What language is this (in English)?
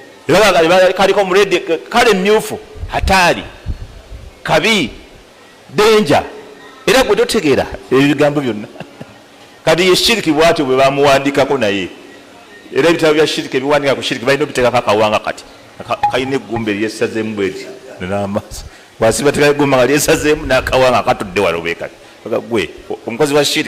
Ganda